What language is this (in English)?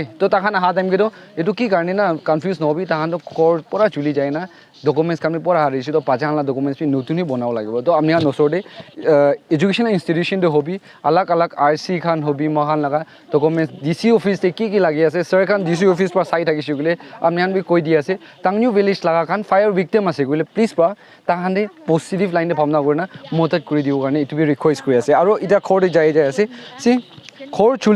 Naga Pidgin